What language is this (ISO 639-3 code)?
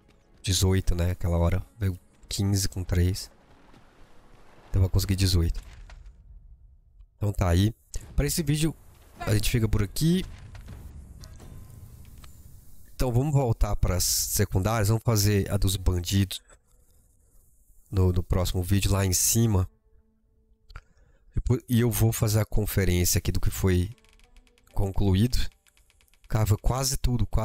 por